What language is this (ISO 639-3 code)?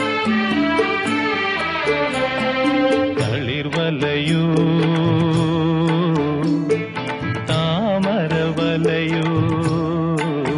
mal